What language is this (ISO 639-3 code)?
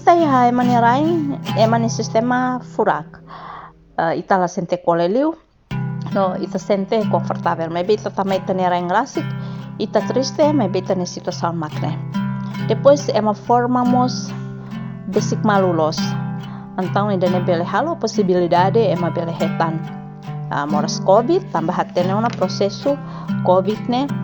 tet